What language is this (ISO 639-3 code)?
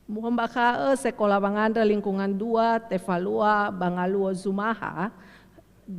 nia